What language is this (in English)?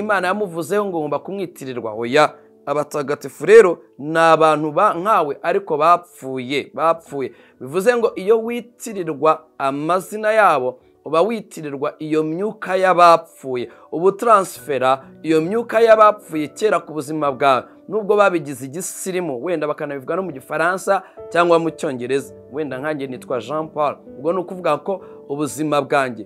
Kinyarwanda